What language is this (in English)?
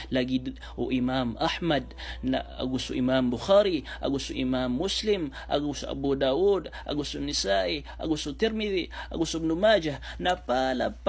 Maranao